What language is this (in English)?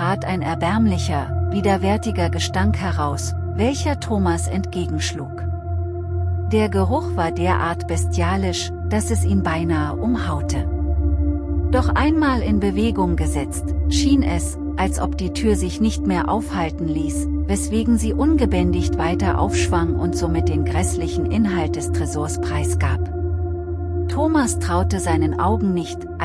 German